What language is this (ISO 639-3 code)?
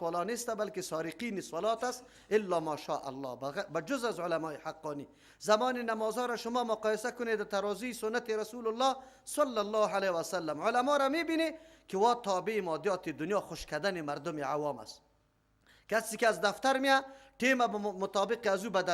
fas